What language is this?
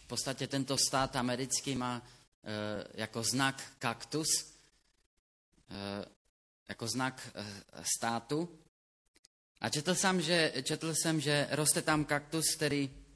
Czech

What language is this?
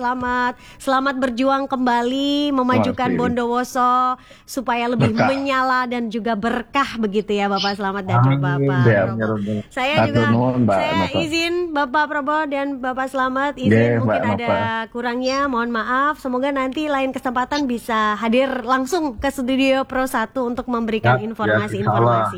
Indonesian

